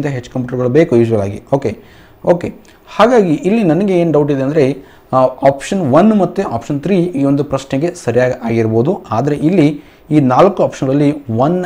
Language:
Kannada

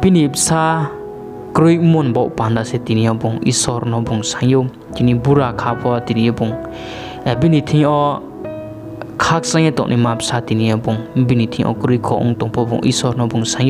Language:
Riang (India)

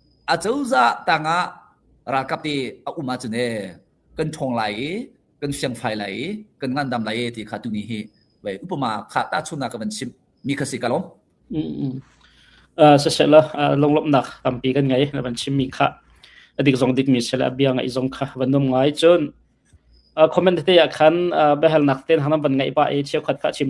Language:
Hakha Chin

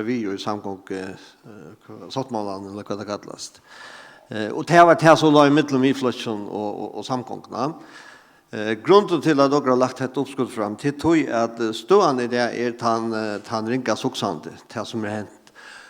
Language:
Faroese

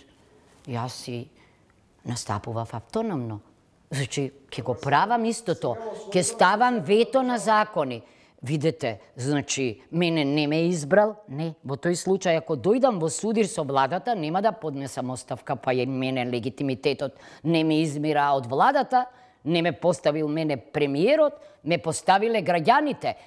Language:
Macedonian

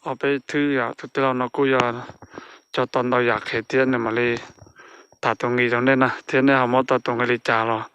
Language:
Hmong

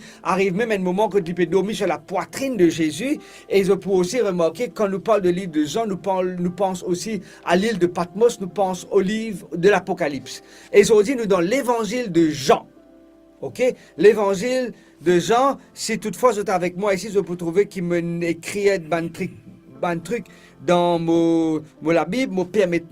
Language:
Morisyen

